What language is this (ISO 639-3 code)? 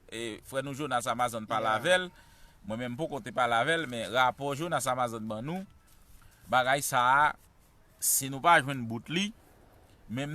hat